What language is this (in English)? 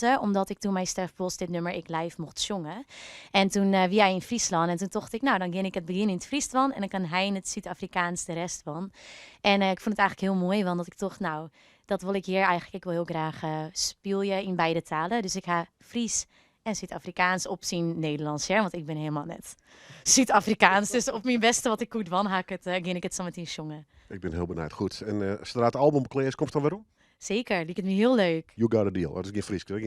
Western Frisian